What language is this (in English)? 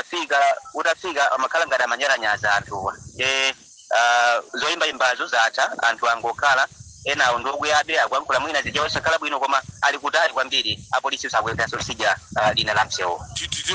Nyanja